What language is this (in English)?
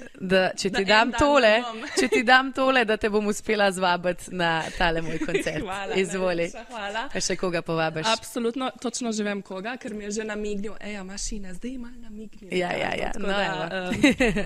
Slovenian